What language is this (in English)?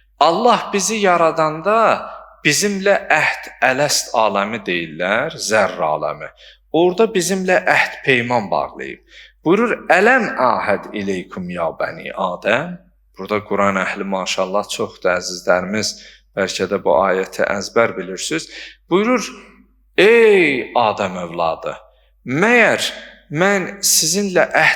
Azerbaijani